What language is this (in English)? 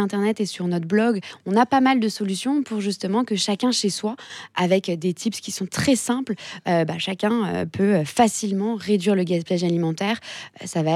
French